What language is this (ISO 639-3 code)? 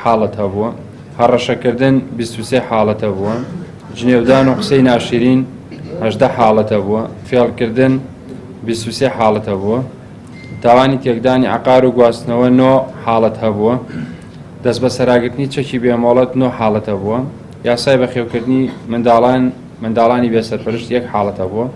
ckb